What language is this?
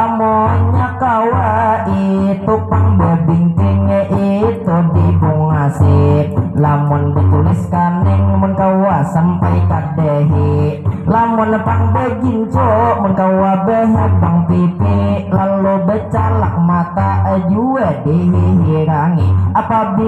Banjar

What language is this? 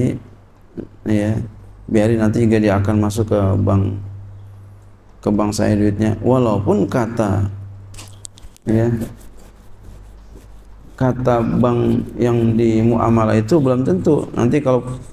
Indonesian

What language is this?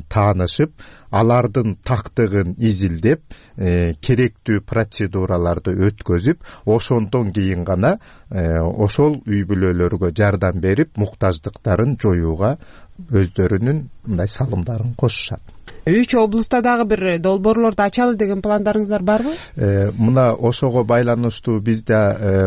Kyrgyz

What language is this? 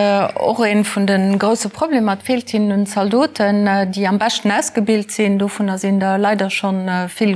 Luxembourgish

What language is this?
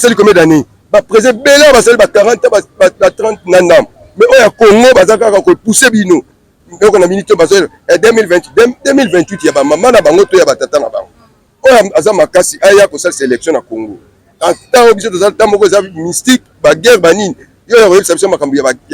Lingala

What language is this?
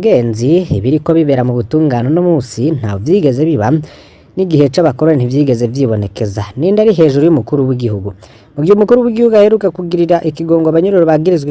Rundi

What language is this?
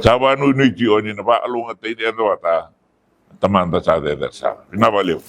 Fijian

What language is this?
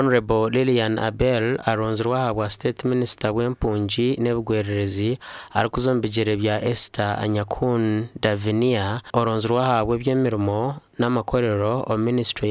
Nyankole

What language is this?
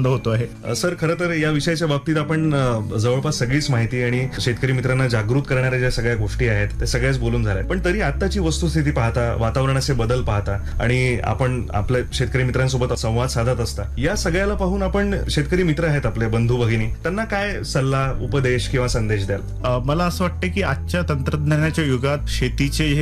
Marathi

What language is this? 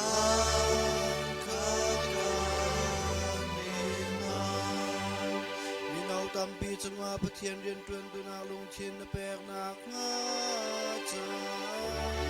Hakha Chin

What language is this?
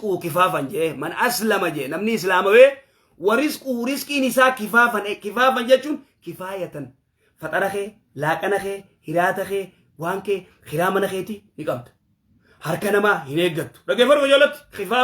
Oromo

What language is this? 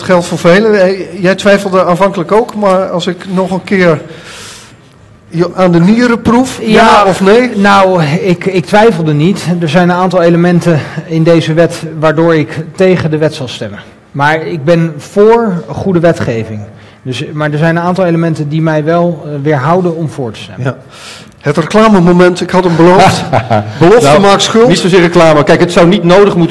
Dutch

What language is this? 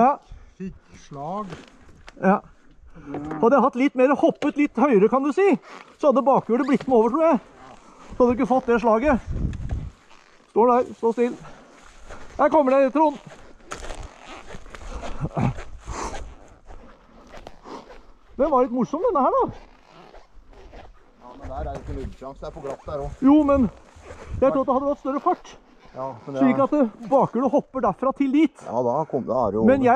Norwegian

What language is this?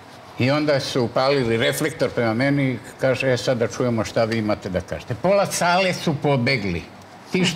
Serbian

